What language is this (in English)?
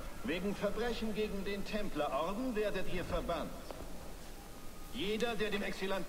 German